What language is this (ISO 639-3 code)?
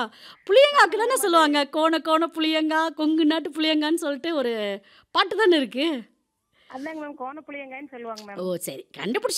tam